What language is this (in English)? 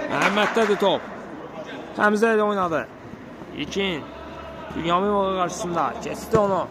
Azerbaijani